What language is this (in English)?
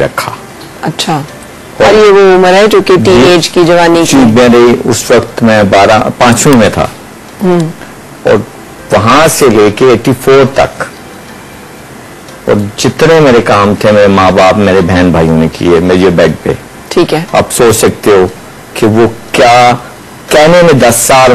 Urdu